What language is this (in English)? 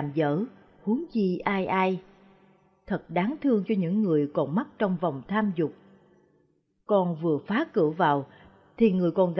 Vietnamese